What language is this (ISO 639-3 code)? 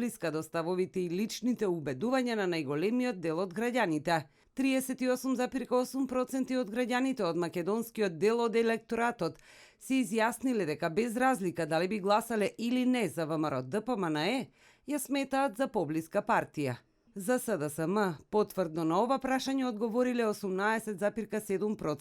mkd